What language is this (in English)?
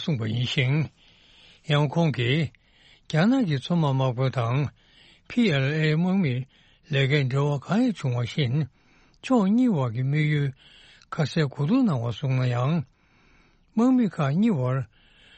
Tibetan